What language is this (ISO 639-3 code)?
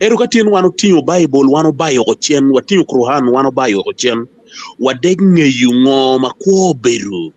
ach